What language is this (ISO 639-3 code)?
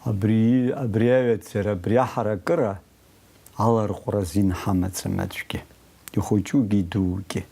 abk